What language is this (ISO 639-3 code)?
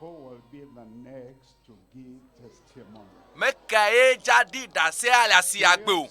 ewe